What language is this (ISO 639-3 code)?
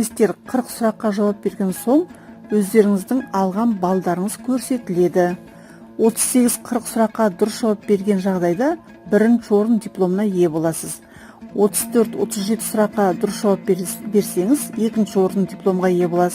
kaz